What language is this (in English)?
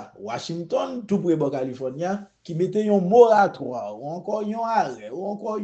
Haitian Creole